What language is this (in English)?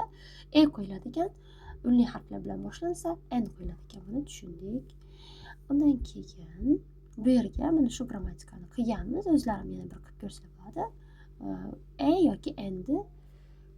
Uzbek